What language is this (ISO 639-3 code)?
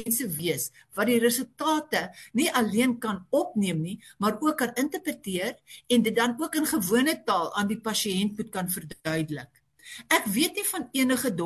afr